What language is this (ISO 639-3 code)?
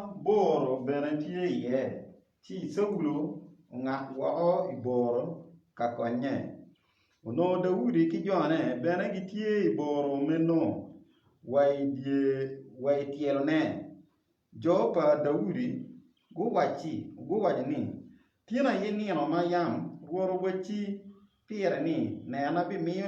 ach